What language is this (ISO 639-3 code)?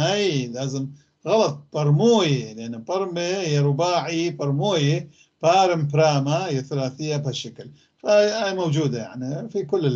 apc